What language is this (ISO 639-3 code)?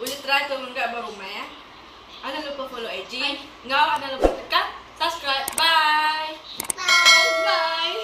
iba